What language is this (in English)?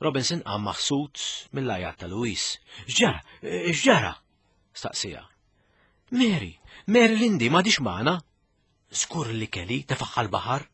Maltese